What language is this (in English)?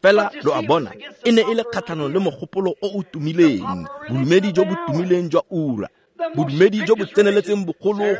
Tswana